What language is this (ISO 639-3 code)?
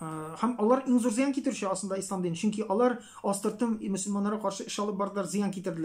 tat